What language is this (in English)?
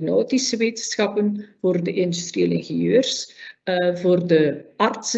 Dutch